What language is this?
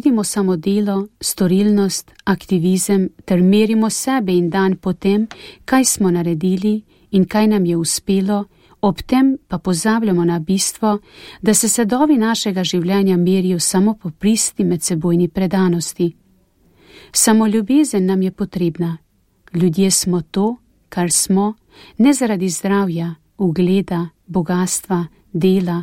Slovenian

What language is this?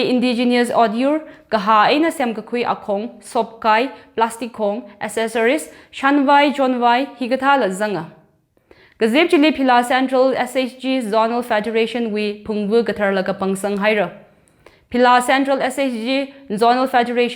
Tangkhul Naga (India)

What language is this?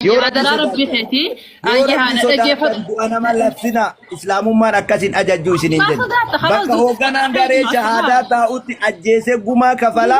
Oromo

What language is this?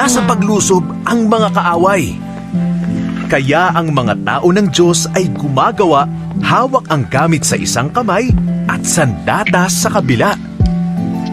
Filipino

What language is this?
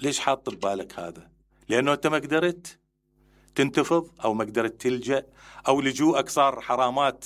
Mesopotamian Arabic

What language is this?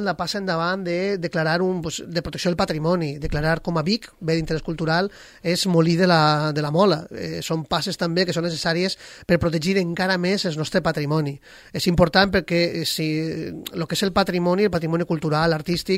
Catalan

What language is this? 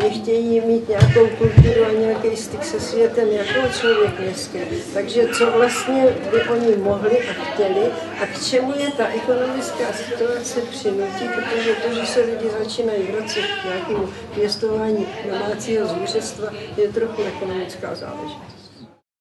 Czech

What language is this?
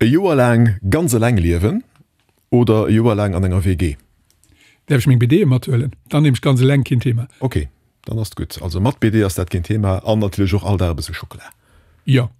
Luxembourgish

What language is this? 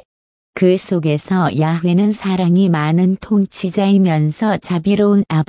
Korean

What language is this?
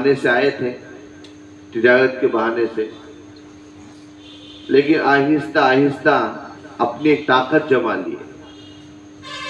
Urdu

